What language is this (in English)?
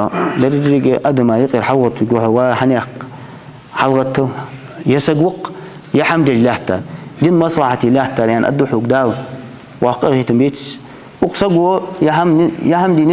Ingush